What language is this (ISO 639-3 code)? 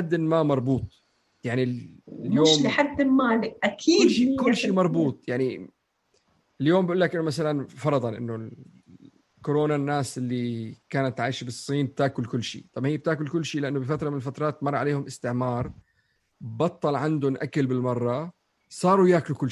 apc